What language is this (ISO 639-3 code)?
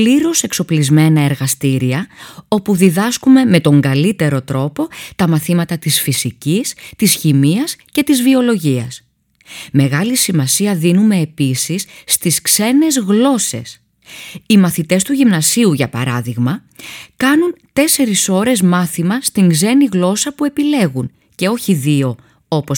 ell